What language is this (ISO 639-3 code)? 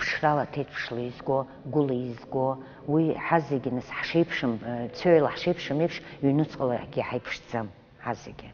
abk